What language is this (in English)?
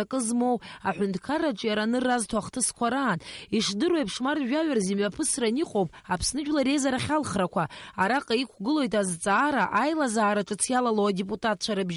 Abkhazian